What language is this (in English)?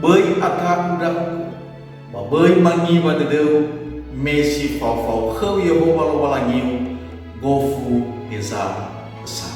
Nias